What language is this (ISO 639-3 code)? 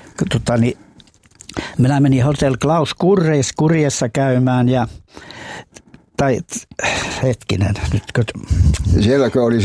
fin